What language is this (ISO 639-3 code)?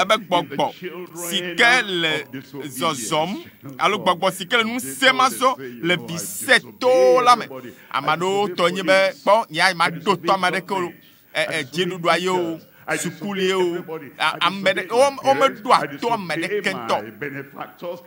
ewe